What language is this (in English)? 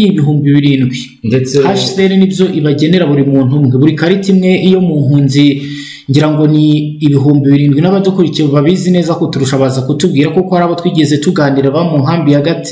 Kinyarwanda